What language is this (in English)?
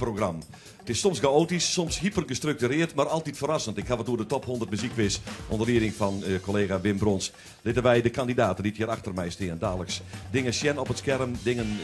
Western Frisian